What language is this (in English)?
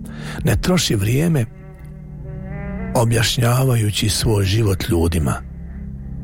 Bosnian